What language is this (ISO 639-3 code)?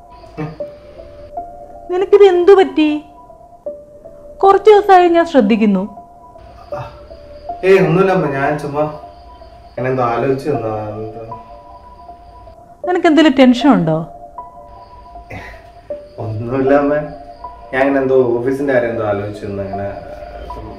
mal